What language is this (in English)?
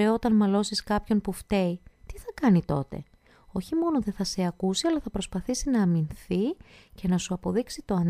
Greek